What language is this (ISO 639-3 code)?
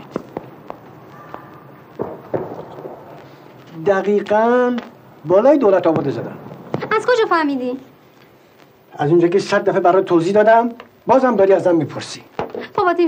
fas